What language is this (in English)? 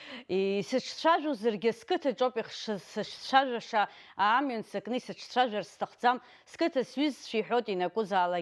Abkhazian